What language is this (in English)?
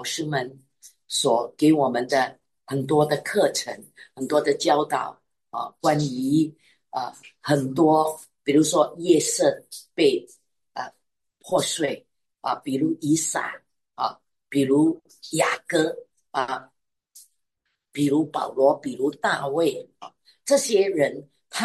Chinese